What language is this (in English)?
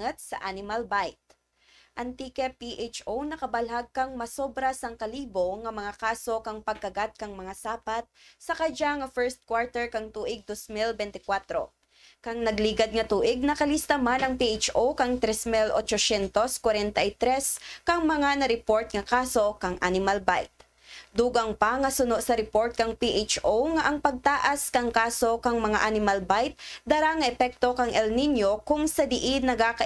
Kinaray-a